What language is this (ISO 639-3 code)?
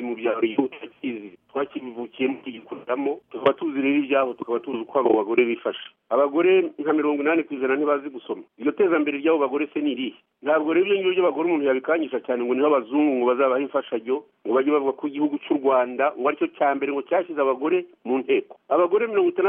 kin